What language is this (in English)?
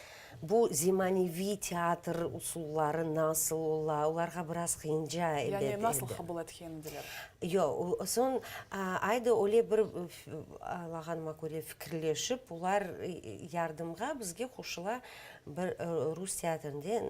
Crimean Tatar